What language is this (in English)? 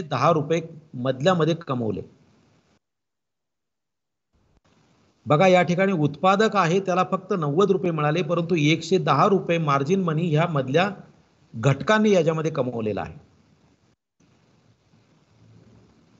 Marathi